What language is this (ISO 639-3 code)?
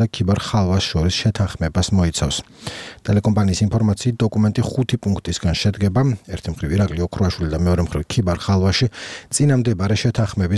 kat